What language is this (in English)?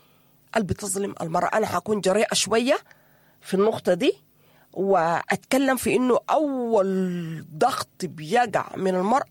Sudanese Arabic